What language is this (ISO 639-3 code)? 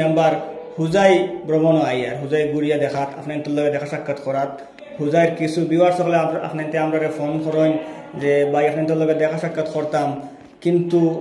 syl